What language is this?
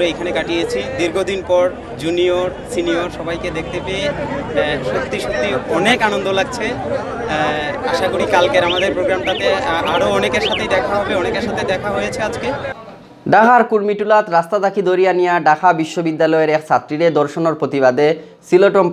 Sylheti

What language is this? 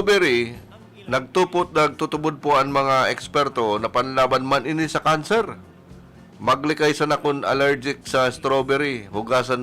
Bikol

